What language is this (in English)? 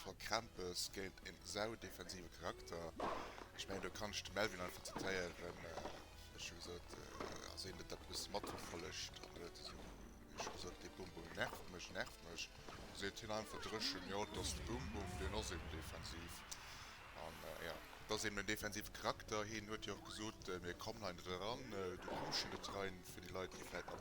Luxembourgish